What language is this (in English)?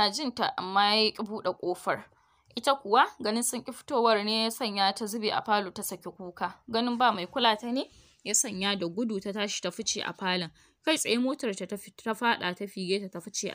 Hausa